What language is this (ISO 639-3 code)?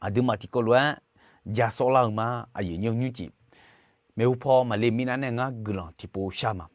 ahk